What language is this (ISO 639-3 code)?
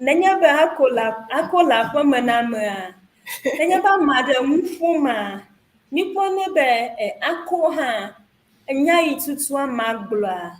ewe